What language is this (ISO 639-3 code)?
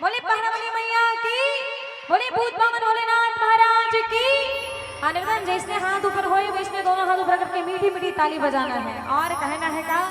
hne